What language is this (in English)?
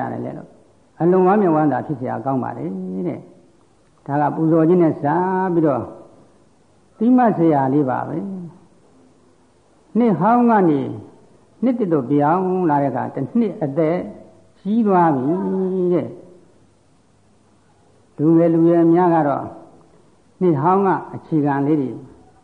Burmese